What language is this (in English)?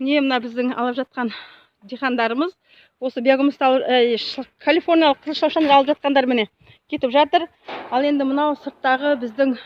Kazakh